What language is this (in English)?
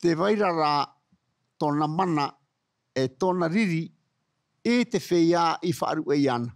Tahitian